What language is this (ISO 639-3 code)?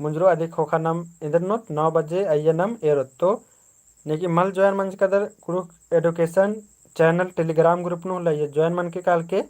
kru